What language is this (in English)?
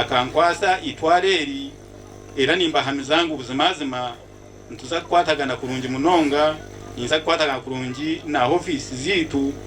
Nyankole